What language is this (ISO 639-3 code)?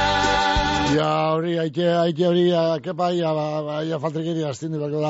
eus